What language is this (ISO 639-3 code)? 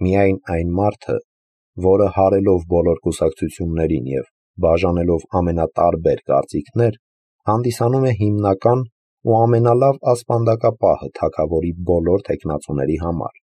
hye